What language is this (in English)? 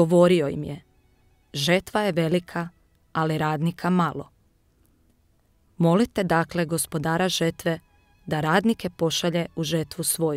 Croatian